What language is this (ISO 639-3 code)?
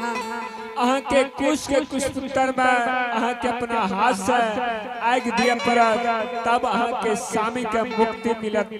anp